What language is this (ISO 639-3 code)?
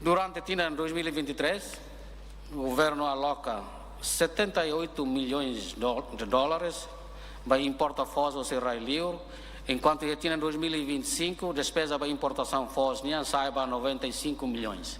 tet